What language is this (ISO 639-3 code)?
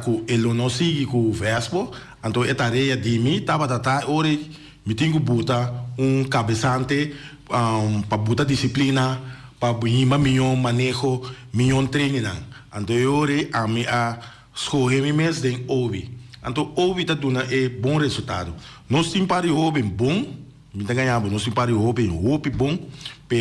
pap